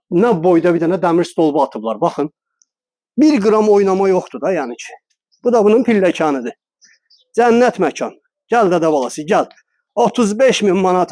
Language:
Azerbaijani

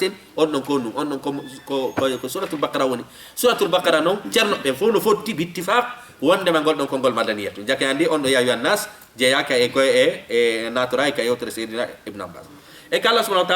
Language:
Fula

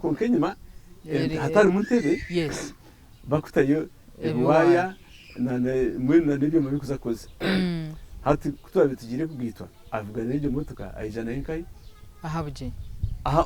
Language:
Nyankole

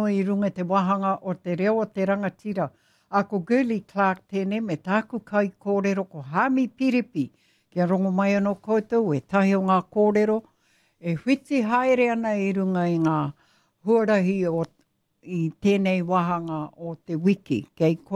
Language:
Māori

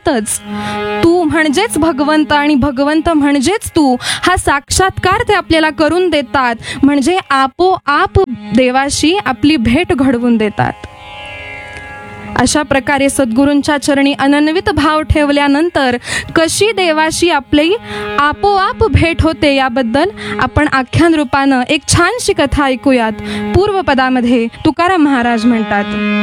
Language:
Marathi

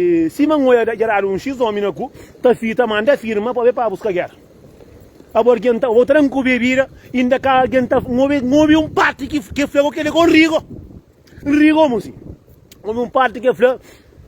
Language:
Kabuverdianu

